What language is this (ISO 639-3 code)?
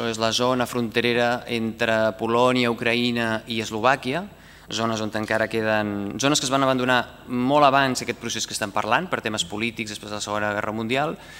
cat